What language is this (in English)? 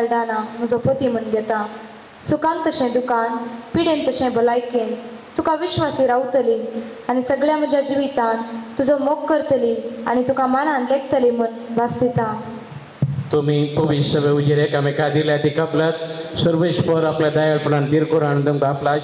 Konkani